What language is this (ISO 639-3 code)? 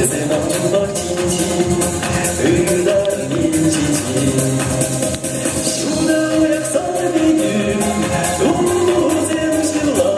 chv